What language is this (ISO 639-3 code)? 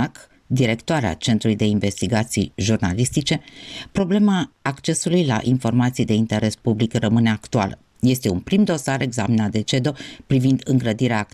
ron